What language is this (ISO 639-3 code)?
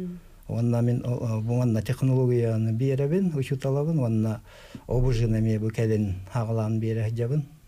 sah